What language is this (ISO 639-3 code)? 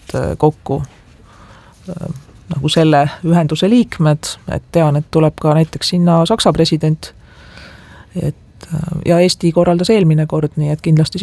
est